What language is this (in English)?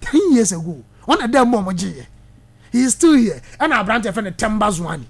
Akan